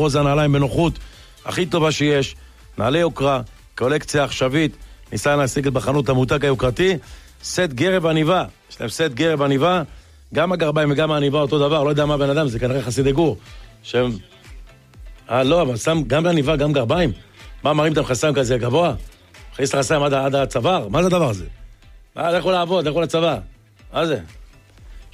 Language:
Hebrew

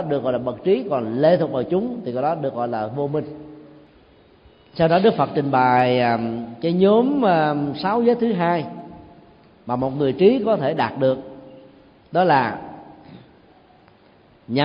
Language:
Vietnamese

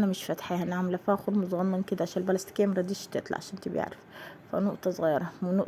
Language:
Egyptian Arabic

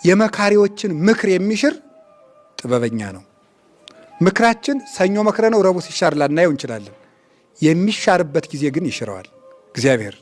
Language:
Amharic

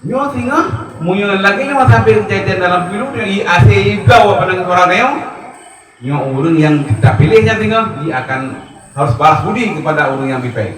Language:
Achinese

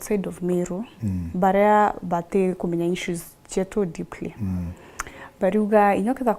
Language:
Meru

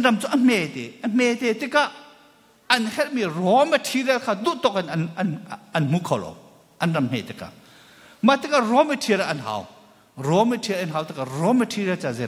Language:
Hakha Chin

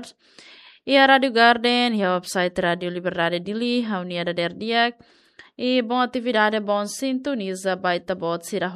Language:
Tetum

